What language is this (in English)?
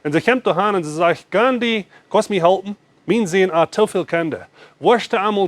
Plautdietsch